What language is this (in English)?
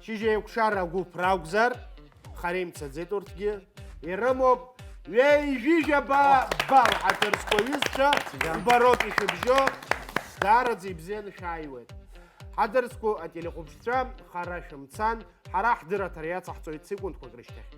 Abkhazian